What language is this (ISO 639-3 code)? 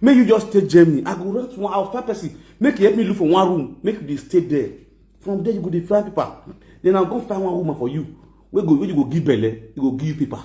pcm